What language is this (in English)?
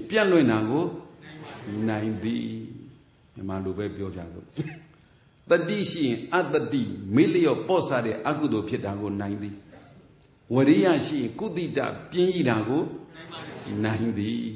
Burmese